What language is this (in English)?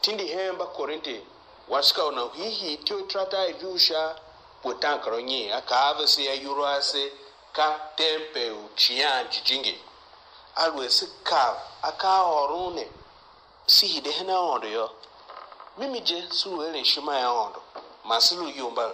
Tiv